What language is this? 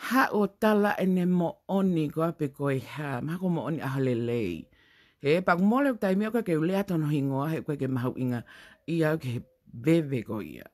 Tongan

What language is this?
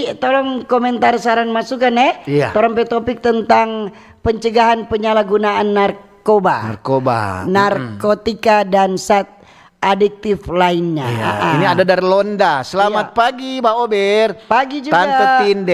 Manado Malay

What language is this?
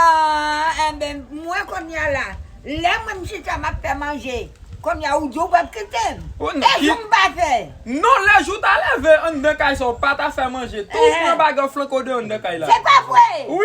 Haitian Creole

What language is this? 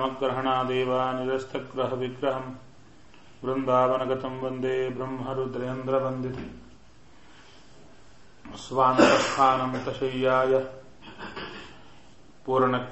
Kannada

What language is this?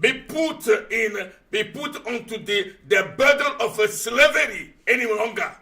Ewe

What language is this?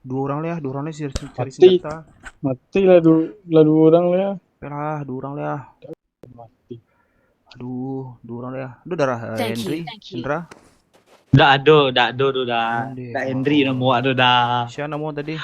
Minangkabau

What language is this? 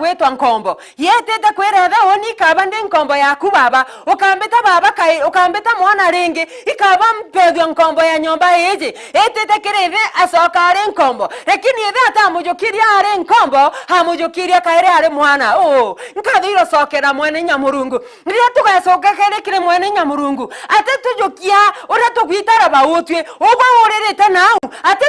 Meru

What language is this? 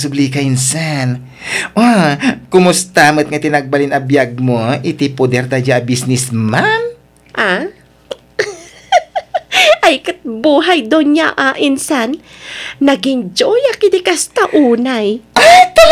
Iloko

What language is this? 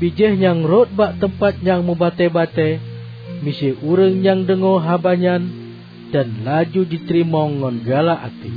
Achinese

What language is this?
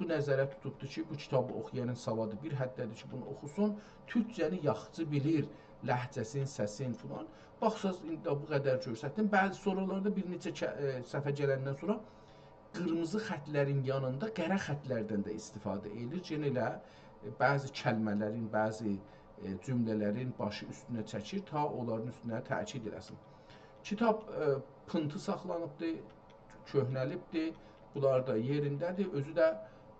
South Azerbaijani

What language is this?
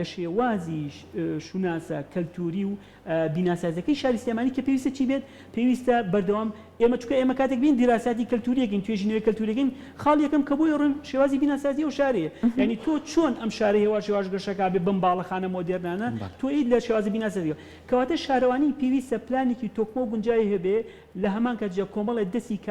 Central Kurdish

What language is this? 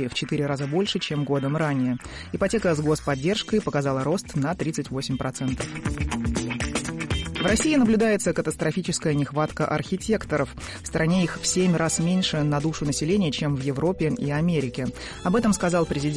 Russian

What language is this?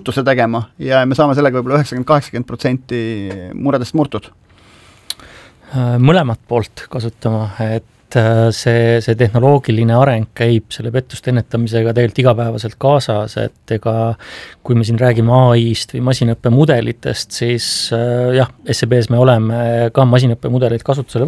Estonian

